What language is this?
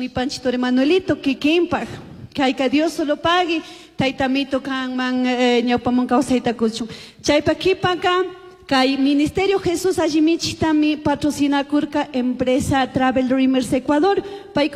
Chimborazo Highland Quichua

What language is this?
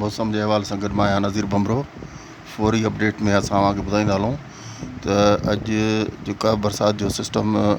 Sindhi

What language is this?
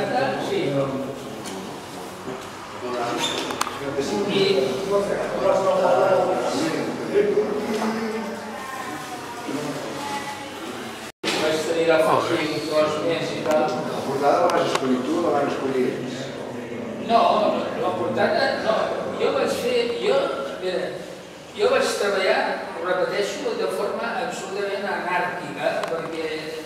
Catalan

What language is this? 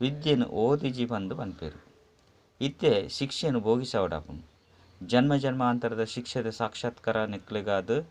Tulu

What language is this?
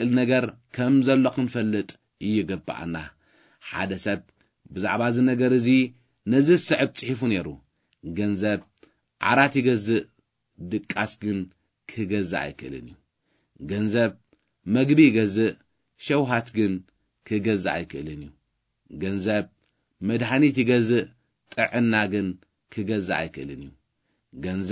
Tigrinya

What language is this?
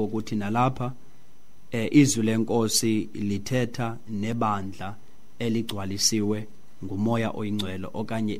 Xhosa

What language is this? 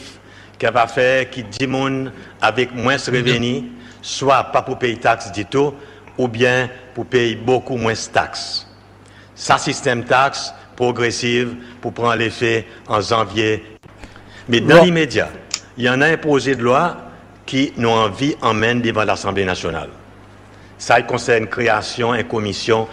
Seselwa Creole French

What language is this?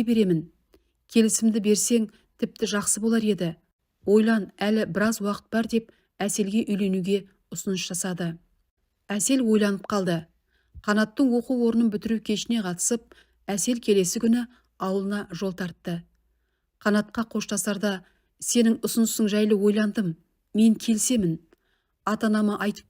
Kazakh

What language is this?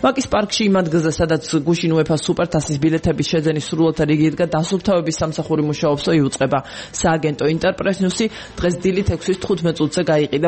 Georgian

